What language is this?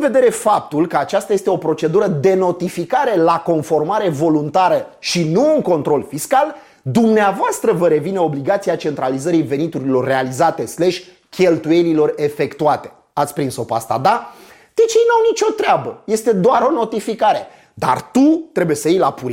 Romanian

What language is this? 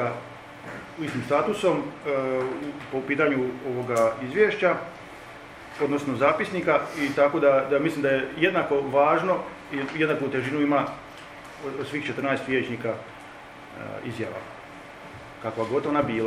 Croatian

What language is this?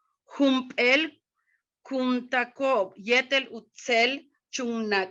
Yucateco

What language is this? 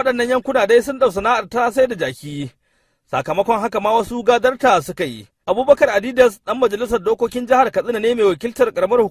Hausa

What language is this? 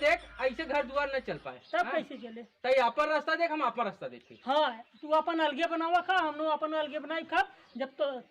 Awadhi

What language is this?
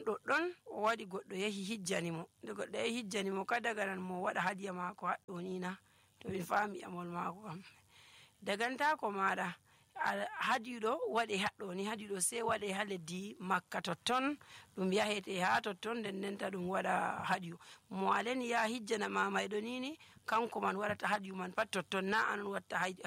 Nigerian Fulfulde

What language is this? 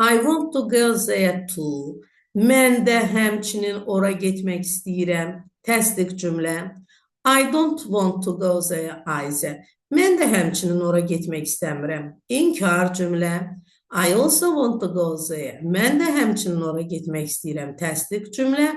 Azerbaijani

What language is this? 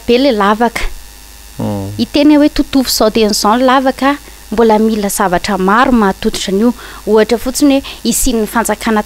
Malagasy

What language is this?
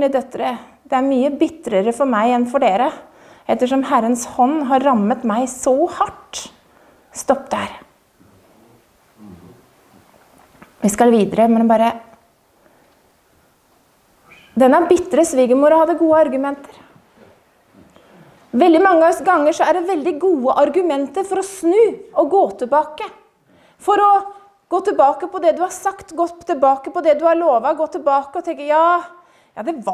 Norwegian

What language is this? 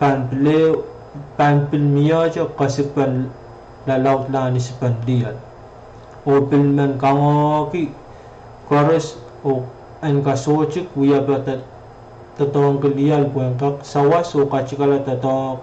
Pohnpeian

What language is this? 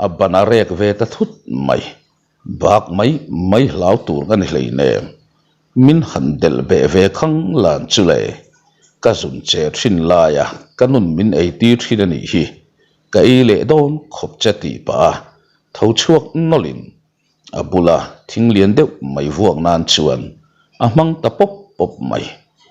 Mizo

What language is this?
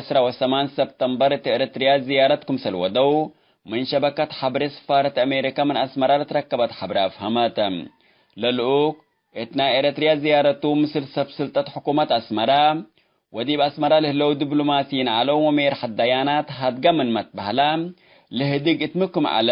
Tigre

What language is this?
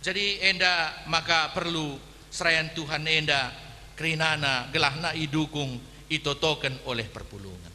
Batak Karo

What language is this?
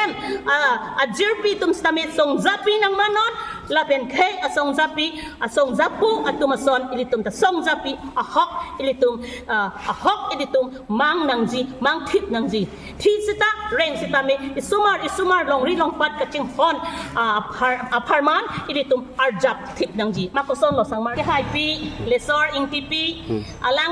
Karbi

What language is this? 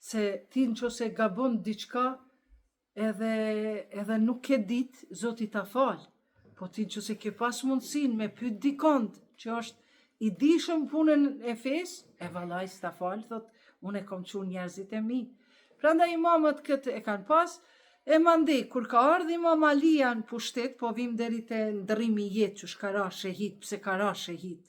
Albanian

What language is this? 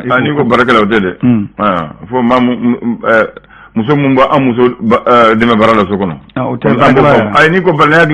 Bambara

